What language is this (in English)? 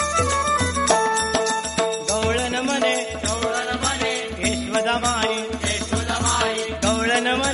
Marathi